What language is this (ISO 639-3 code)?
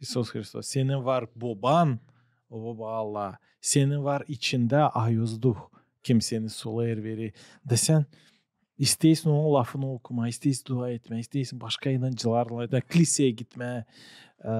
gag